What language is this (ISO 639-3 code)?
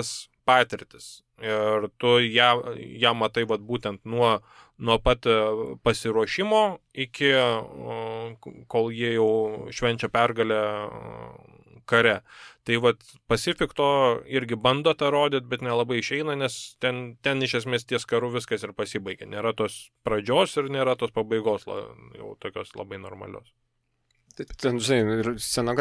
lit